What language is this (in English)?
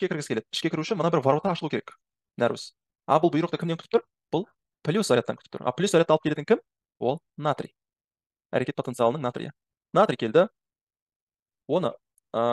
Kazakh